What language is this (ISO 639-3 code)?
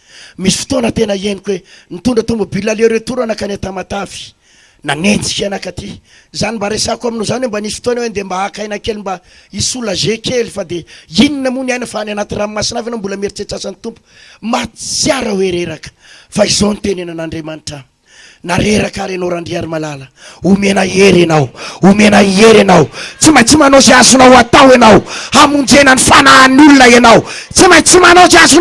mlg